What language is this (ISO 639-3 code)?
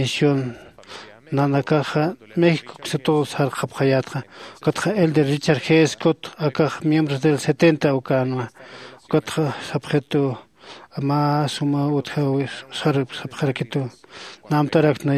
aym